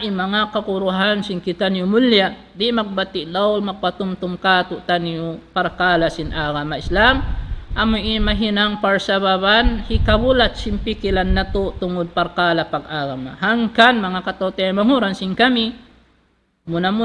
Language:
Tausug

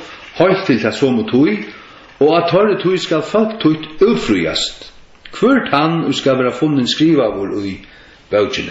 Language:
Faroese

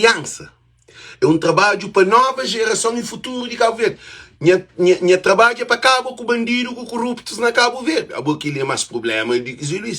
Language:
Kabuverdianu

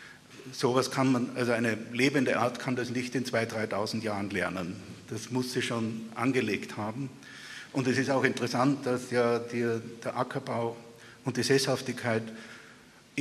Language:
German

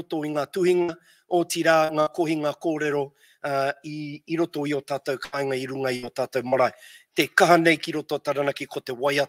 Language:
Māori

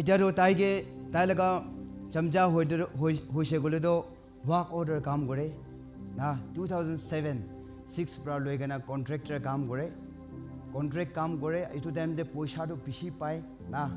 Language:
Naga Pidgin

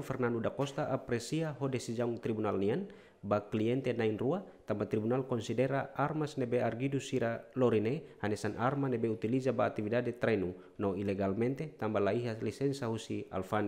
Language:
Tetum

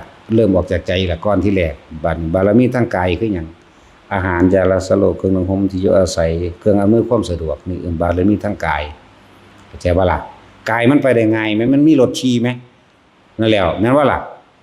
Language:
Northeastern Thai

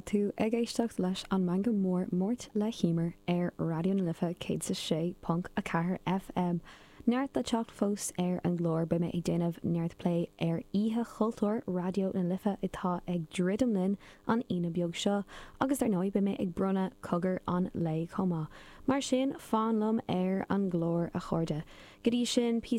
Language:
Irish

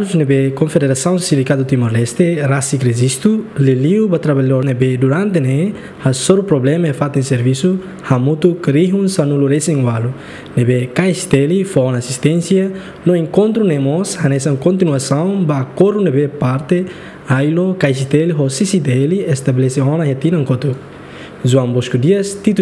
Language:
Tetum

